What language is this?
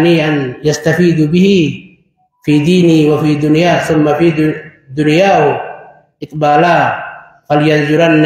Oromo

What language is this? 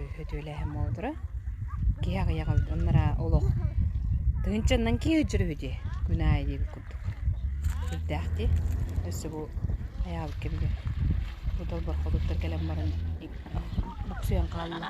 Yakut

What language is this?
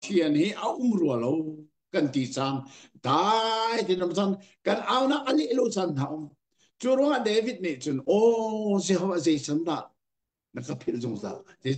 Hakha Chin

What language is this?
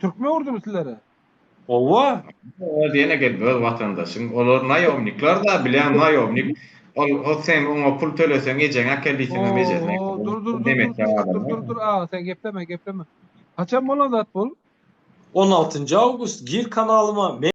Turkmen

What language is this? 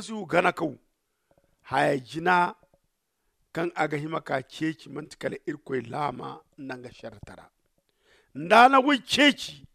Zarma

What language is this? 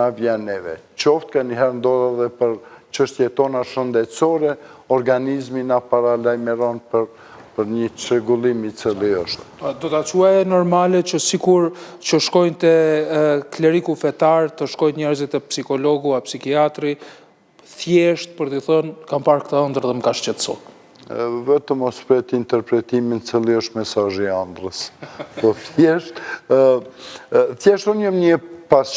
Albanian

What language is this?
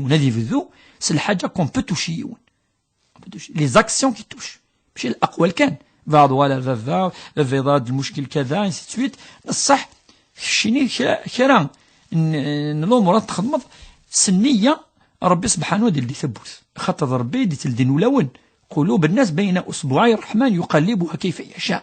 Kabyle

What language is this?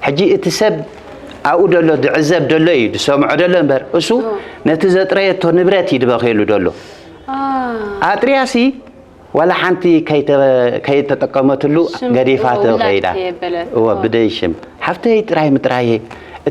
Tigrinya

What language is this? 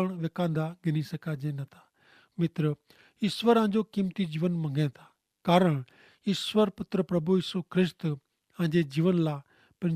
Kachhi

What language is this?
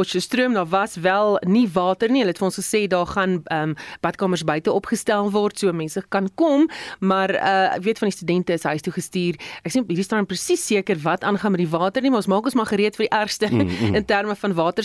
Afrikaans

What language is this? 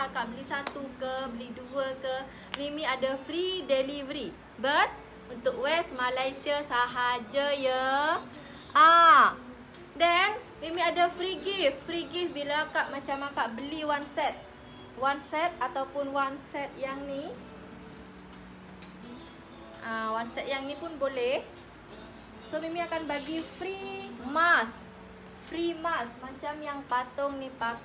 Malay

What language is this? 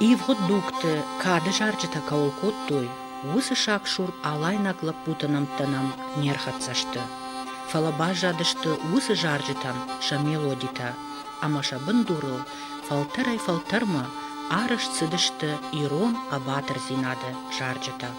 Ossetic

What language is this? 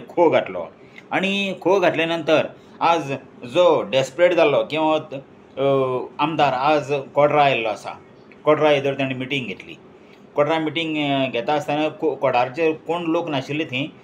Konkani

